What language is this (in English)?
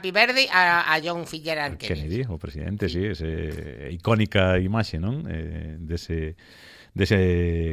Galician